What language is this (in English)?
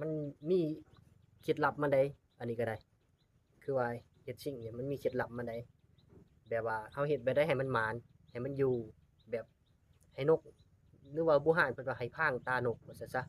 Lao